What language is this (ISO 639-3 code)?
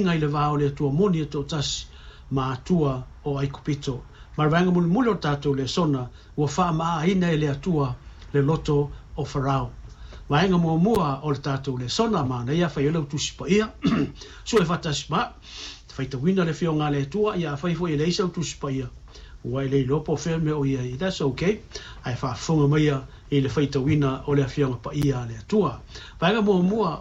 smo